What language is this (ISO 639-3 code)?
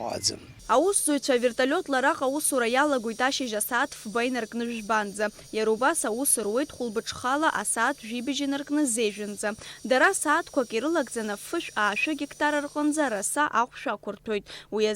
abk